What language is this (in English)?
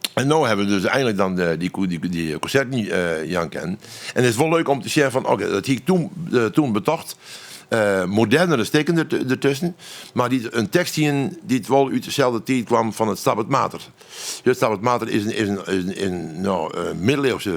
Western Frisian